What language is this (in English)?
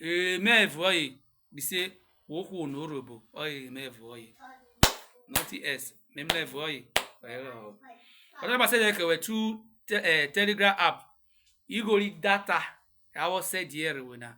Urhobo